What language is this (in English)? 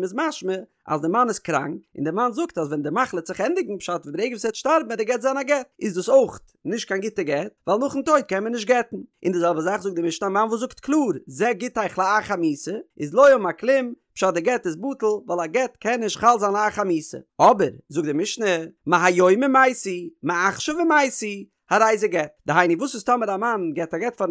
Yiddish